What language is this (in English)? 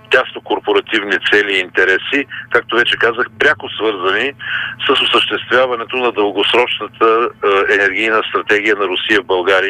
Bulgarian